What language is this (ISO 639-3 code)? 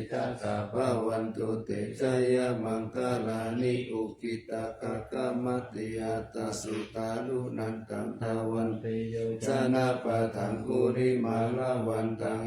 pli